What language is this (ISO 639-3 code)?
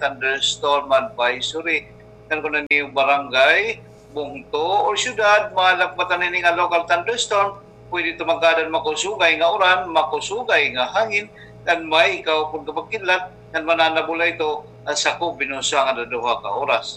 war